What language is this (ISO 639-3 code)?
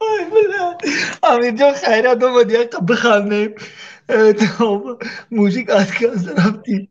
tgk